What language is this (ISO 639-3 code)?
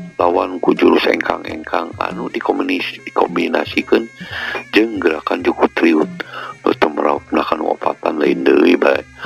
sun